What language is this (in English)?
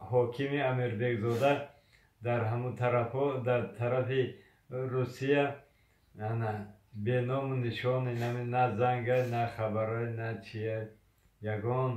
Tajik